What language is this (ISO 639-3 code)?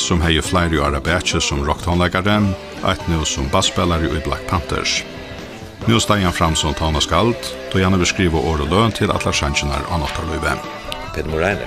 fao